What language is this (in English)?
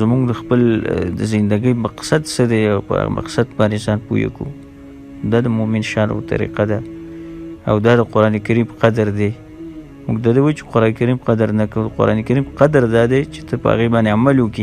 Pashto